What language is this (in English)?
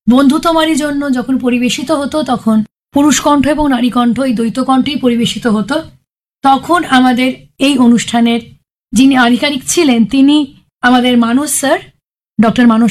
Bangla